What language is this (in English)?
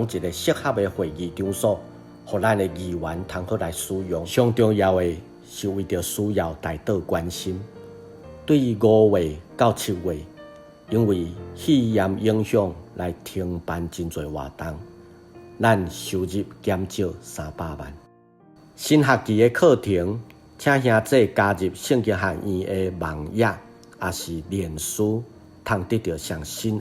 Min Nan Chinese